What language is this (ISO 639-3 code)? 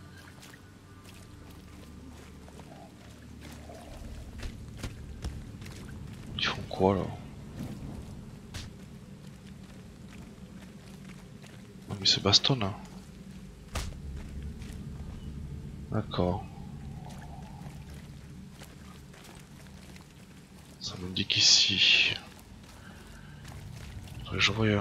fra